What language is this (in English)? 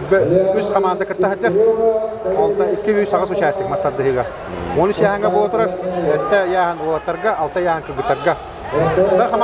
Yakut